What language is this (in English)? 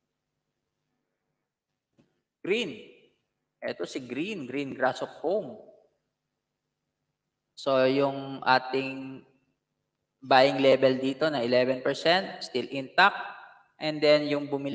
Filipino